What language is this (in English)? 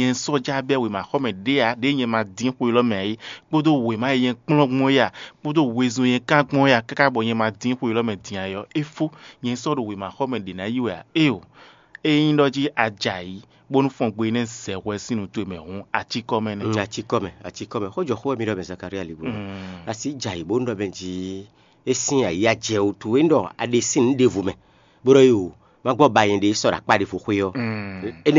Fon